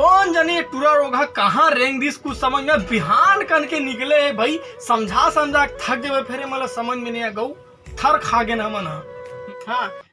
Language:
Chhattisgarhi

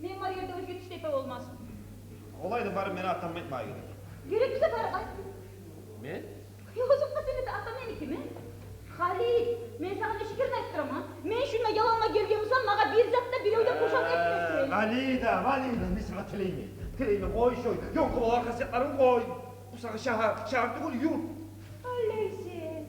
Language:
Kumyk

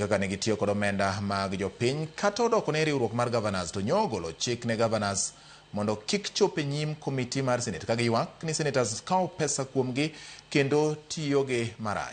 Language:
Luo (Kenya and Tanzania)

